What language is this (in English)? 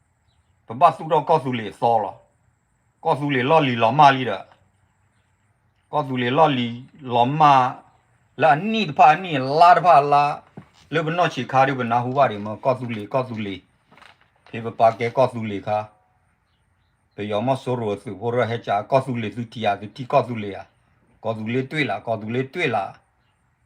S'gaw Karen